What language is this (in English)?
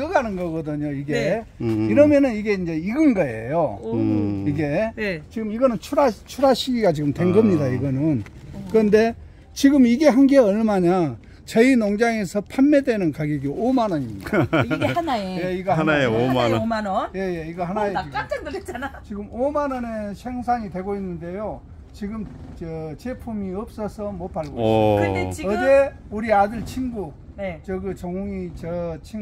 Korean